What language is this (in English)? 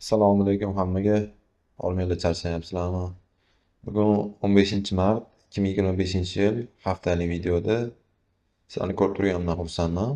Uzbek